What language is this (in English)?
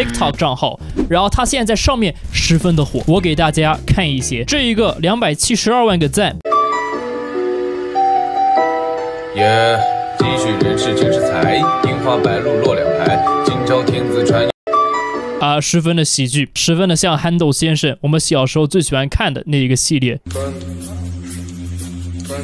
Chinese